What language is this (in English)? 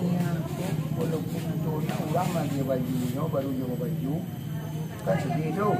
Minangkabau